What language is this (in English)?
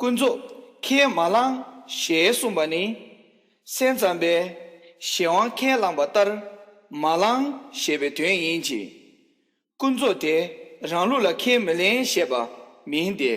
Tibetan